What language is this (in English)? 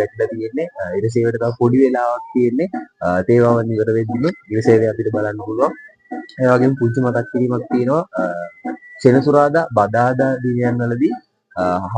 Sinhala